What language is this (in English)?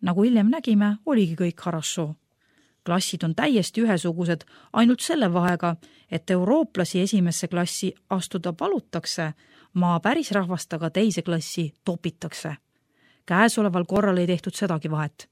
Estonian